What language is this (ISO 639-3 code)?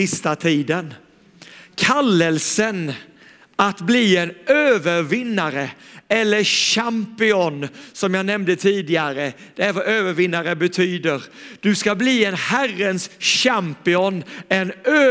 swe